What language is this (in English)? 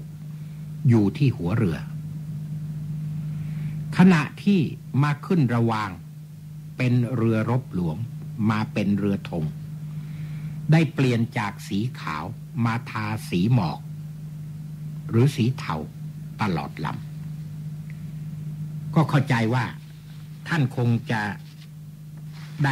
Thai